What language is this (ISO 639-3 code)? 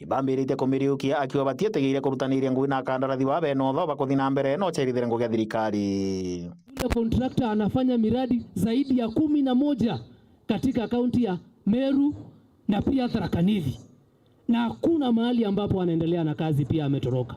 mer